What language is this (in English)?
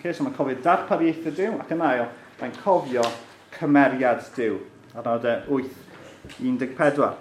Welsh